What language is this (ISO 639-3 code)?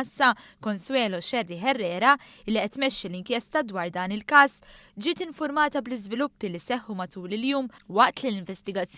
mlt